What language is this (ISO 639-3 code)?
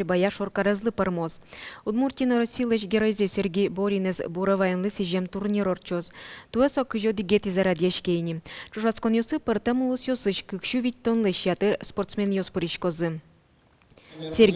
udm